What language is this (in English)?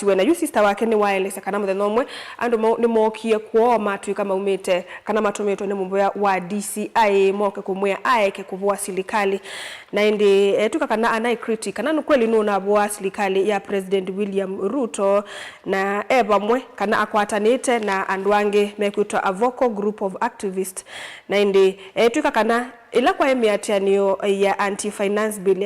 Kamba